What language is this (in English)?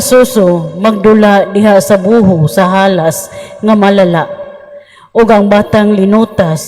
Cebuano